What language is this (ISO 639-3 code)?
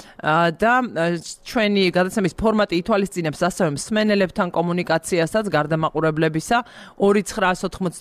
kat